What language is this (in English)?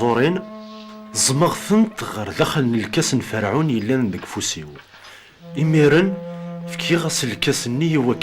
Kabyle